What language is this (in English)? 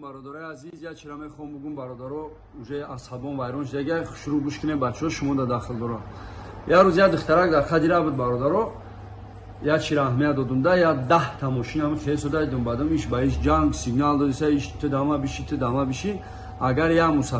Tajik